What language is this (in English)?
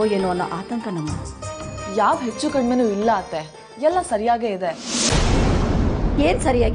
Kannada